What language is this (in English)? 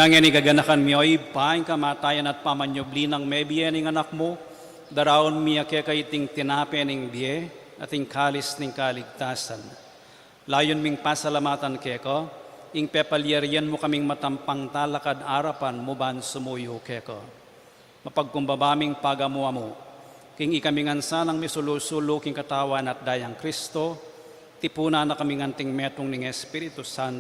Pampanga